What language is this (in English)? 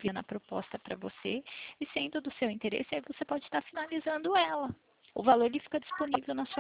Portuguese